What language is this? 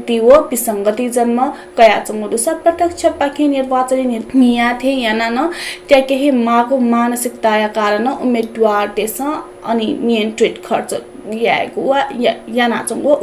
Newari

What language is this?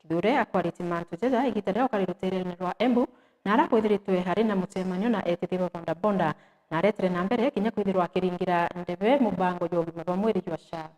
Meru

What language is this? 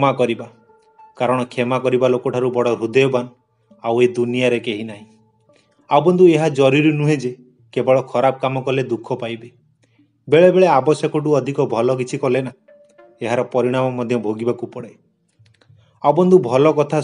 Odia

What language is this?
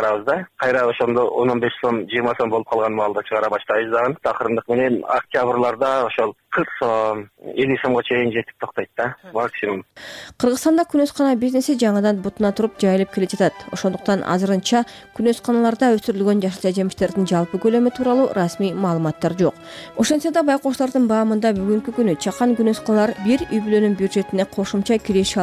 Kyrgyz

